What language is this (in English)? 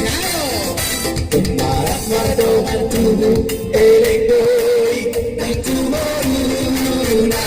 Batak Toba